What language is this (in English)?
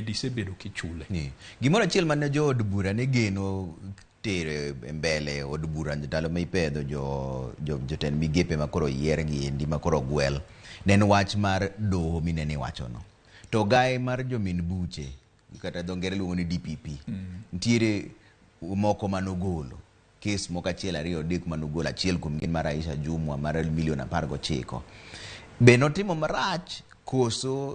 Luo (Kenya and Tanzania)